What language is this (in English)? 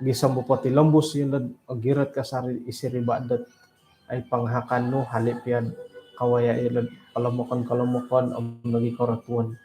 Central Dusun